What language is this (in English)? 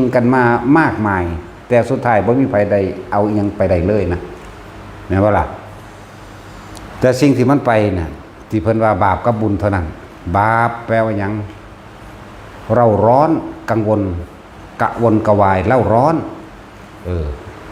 Northeastern Thai